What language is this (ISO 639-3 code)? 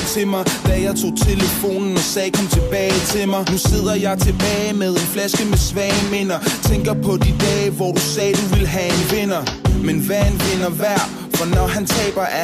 dan